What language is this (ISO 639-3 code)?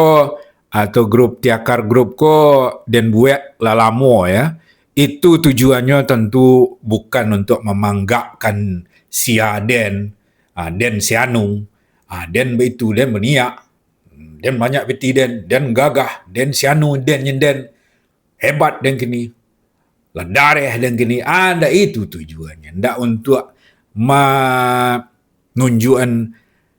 min